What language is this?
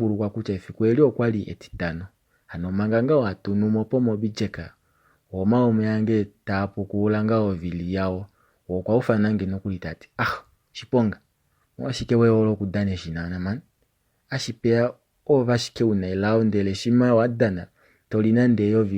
Kuanyama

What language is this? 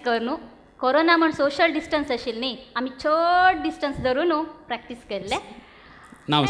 Konkani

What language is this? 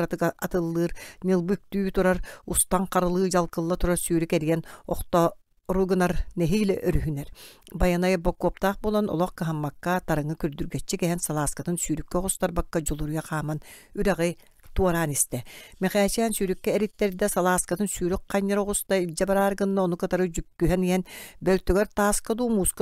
Yakut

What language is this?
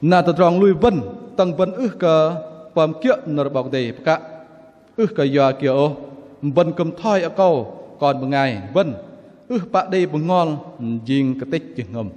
Bahnar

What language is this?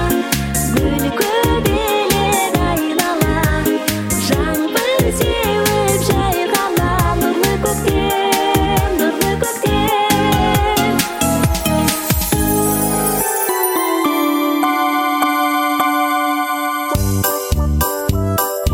Kazakh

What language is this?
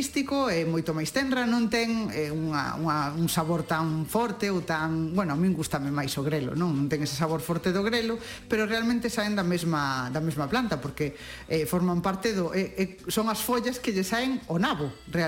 Galician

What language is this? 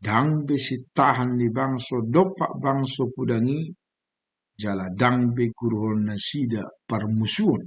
Batak Toba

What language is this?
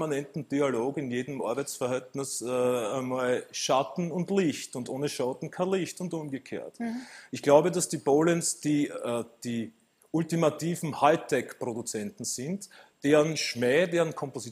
German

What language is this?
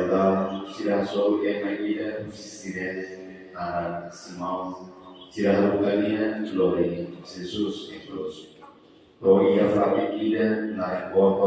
Tetum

